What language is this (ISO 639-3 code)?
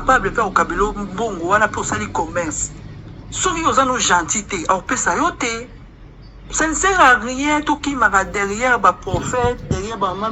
lin